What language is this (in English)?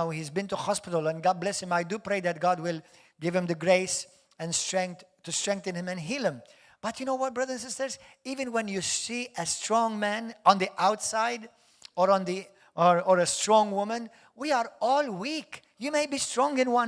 English